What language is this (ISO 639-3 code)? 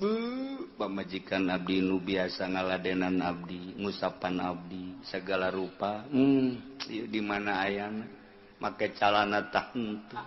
sun